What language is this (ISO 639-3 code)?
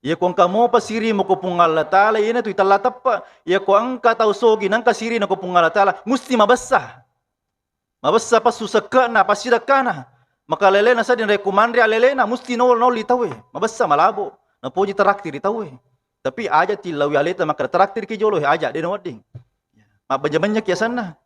bug